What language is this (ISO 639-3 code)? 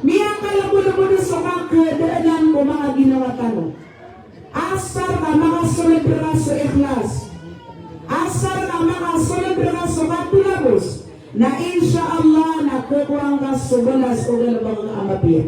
mrw